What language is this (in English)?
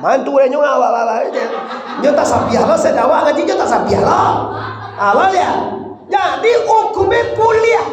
Minangkabau